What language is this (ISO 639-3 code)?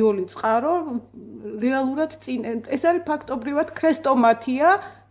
kat